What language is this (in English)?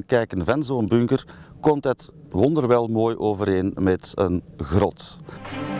Dutch